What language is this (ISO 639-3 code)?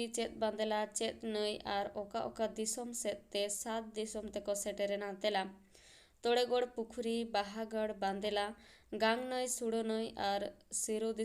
sat